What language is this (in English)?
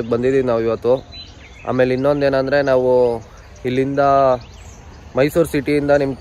Kannada